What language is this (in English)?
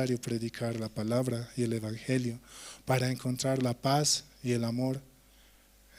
South Bolivian Quechua